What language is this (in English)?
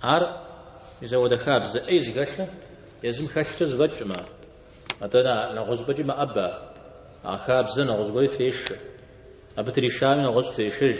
Kabardian